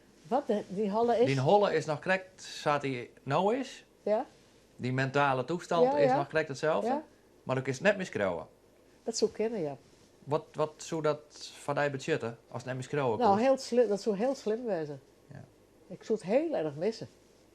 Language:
Western Frisian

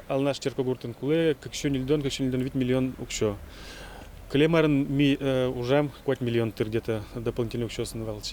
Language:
Udmurt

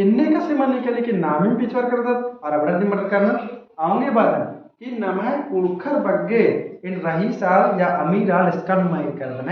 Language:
Kurukh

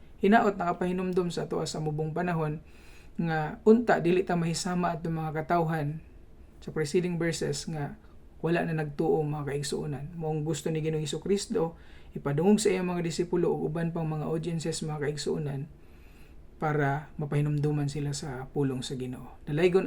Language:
Cebuano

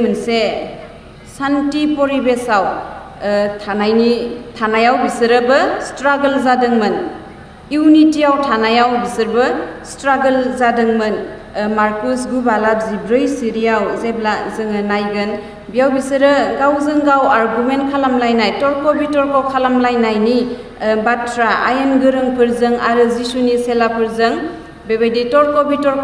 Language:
Bodo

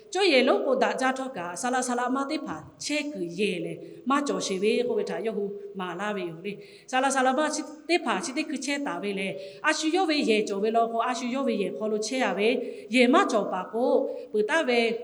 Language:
Lahu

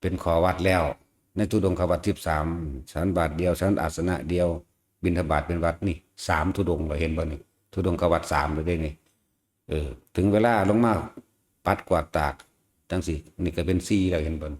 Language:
Lao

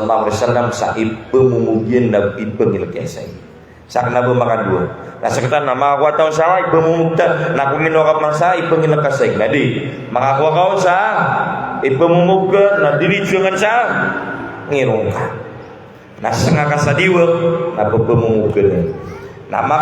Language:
Maranao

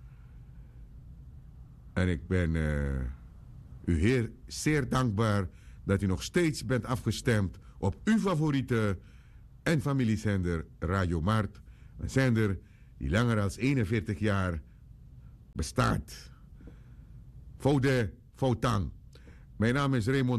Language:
Dutch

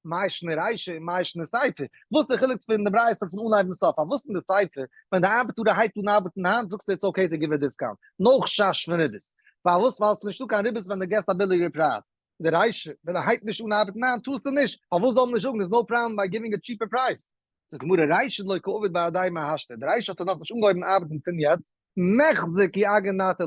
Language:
Yiddish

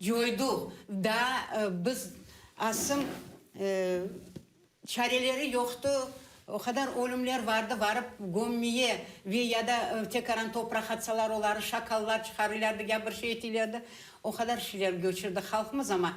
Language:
Crimean Tatar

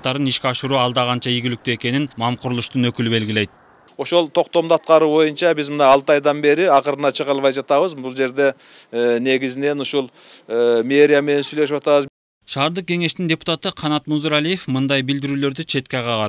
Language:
Kyrgyz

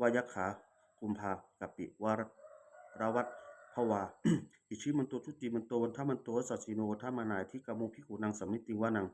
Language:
Pali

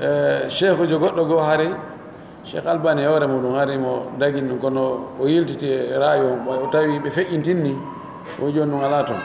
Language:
Pular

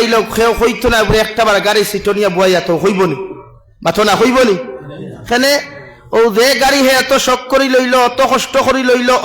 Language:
Sylheti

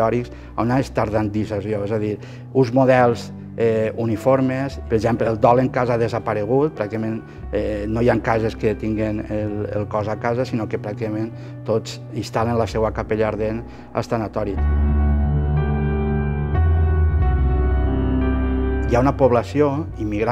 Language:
Catalan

